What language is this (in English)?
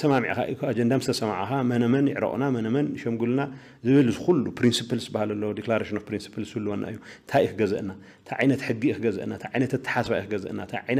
Tigrinya